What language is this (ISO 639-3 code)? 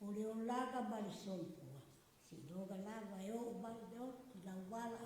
smo